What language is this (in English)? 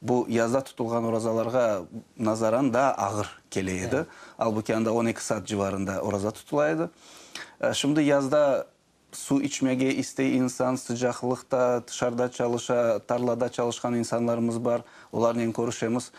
Crimean Tatar